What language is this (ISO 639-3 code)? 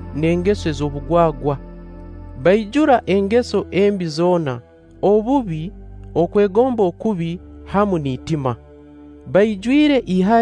nyn